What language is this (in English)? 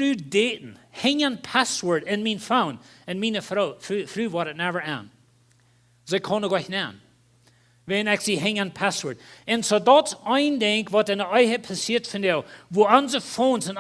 Plautdietsch